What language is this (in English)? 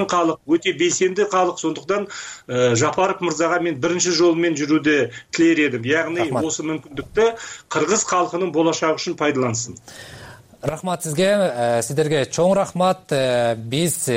Kyrgyz